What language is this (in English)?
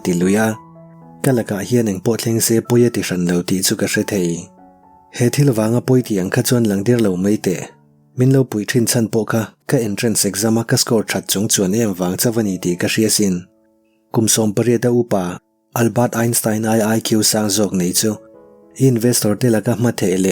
Mizo